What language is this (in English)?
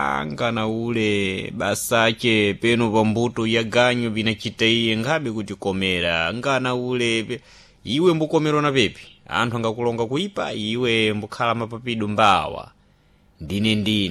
Sena